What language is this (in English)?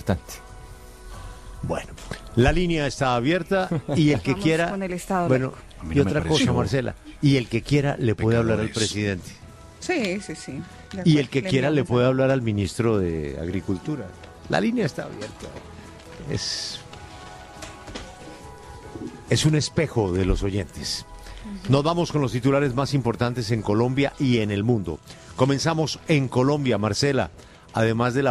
Spanish